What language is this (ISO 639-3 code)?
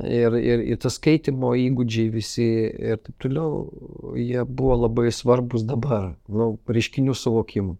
lit